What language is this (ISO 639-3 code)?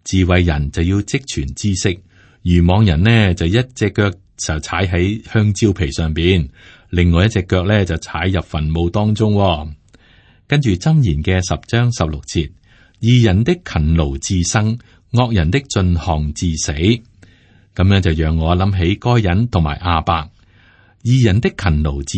yue